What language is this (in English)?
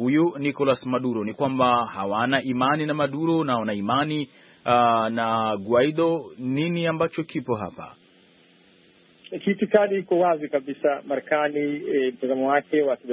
Swahili